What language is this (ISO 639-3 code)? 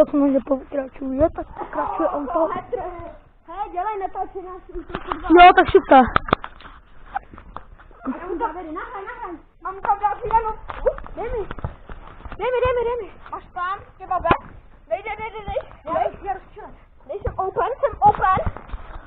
ces